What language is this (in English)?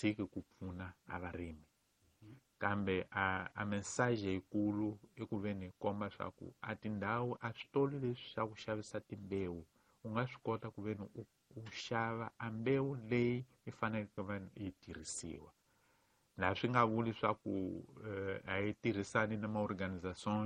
Tsonga